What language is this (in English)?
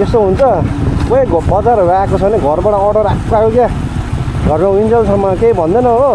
Nepali